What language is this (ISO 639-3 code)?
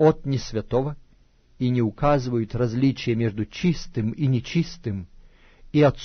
rus